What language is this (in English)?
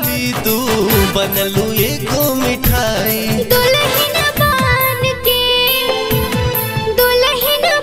Bhojpuri